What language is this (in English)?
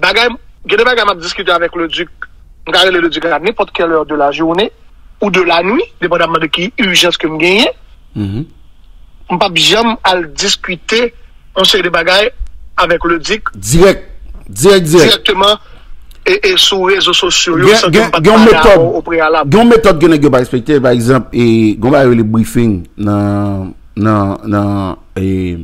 Haitian Creole